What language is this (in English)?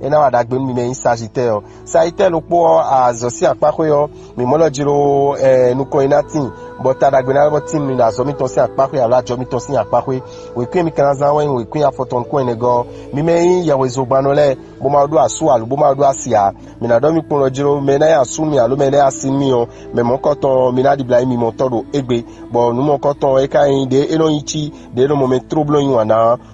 Fon